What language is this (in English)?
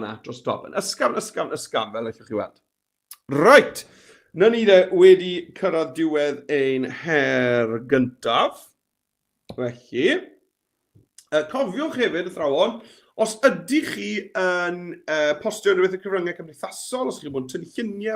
Welsh